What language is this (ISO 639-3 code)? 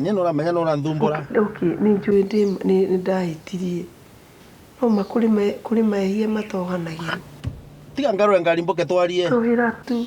kik